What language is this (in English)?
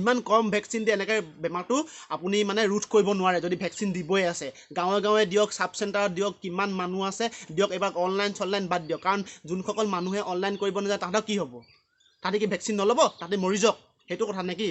Assamese